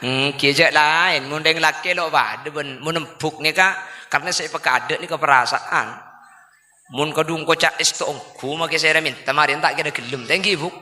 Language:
Madurese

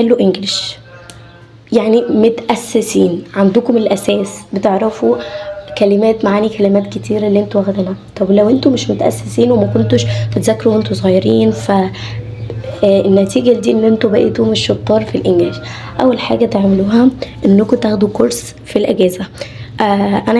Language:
Egyptian Arabic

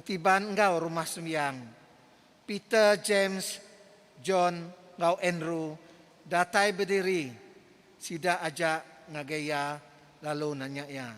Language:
Iban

